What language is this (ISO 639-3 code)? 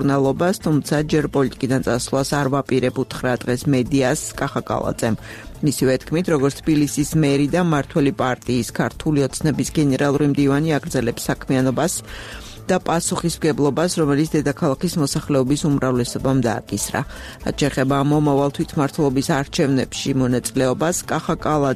kat